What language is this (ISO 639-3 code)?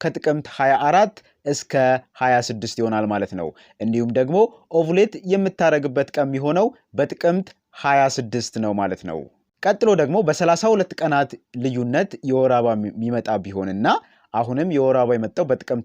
amh